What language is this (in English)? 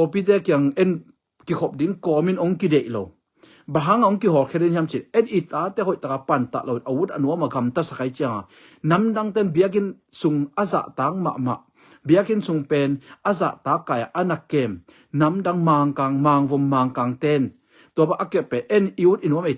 Tedim Chin